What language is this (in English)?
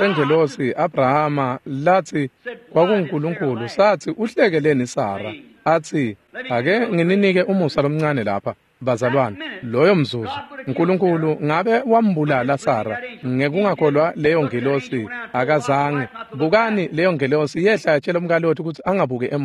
Swati